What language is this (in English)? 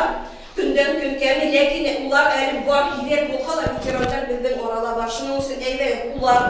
Bashkir